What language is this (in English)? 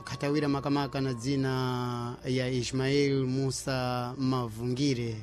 Sena